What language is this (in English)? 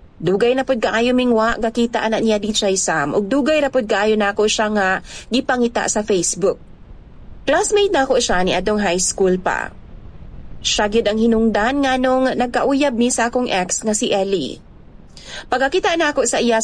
Cebuano